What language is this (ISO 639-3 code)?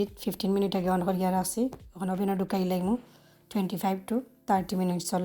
syl